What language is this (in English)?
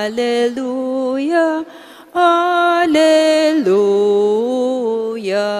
Pampanga